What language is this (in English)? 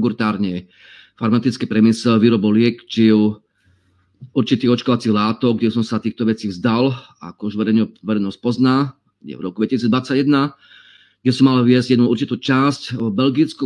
Slovak